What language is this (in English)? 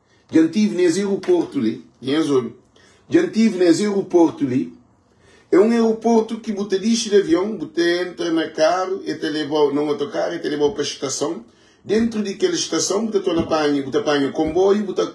Kabuverdianu